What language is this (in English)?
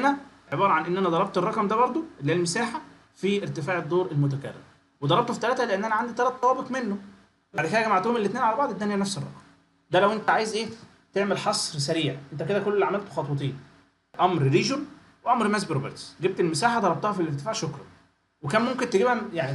Egyptian Arabic